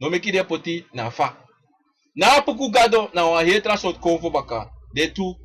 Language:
Sranan Tongo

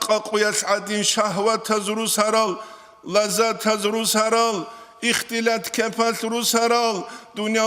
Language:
Avaric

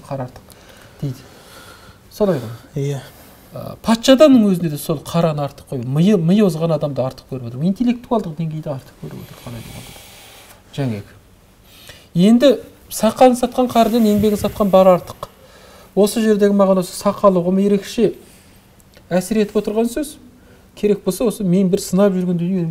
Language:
Kazakh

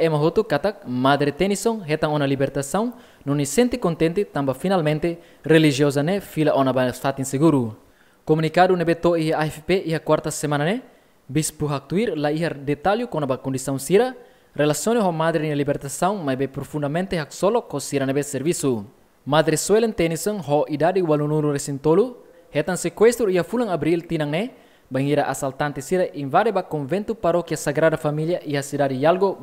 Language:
Tetum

